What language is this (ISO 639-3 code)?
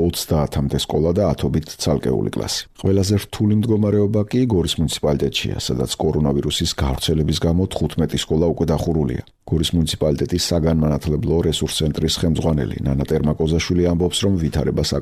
kat